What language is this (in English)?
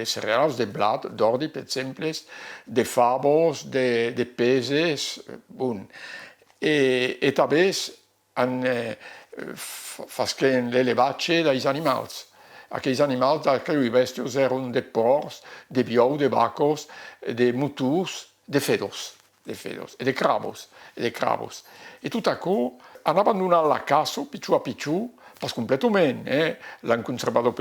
Occitan